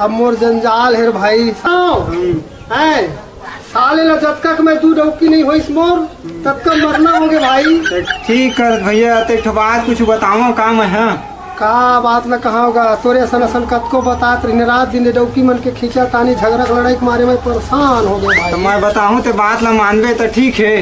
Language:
Chhattisgarhi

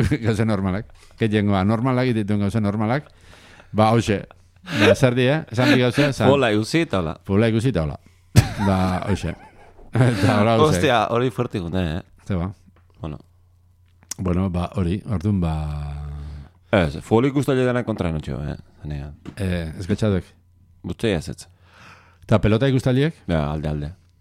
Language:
Basque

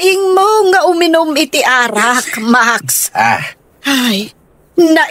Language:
Iloko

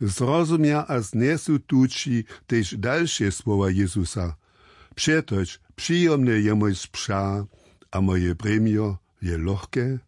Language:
Upper Sorbian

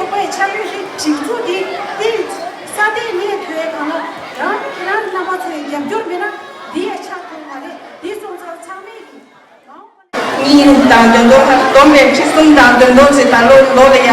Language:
Tibetan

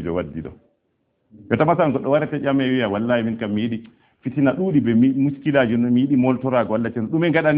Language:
Fula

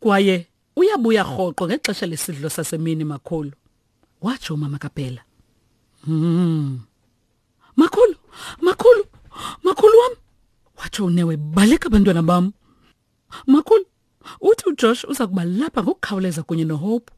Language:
Xhosa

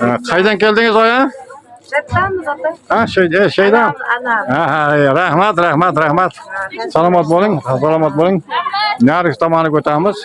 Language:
Uzbek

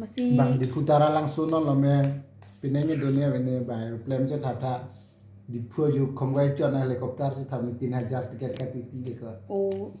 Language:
Karbi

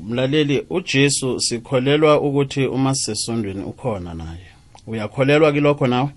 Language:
South Ndebele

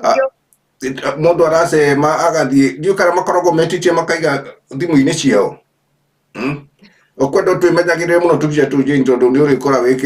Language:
Kikuyu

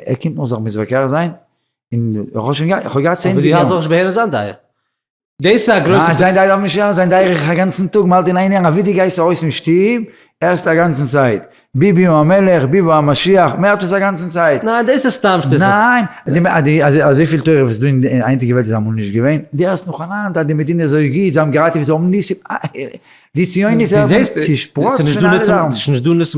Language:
Yiddish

